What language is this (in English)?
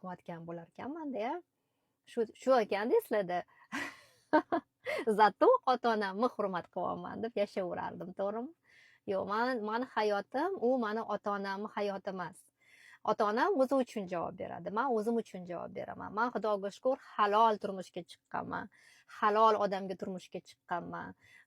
Uzbek